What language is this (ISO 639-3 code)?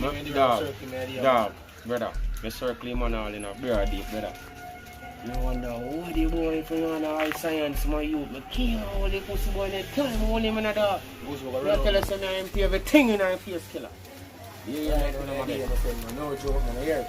jam